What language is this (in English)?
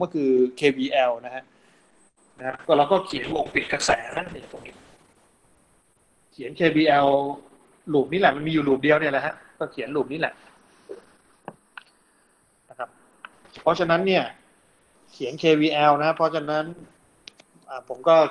Thai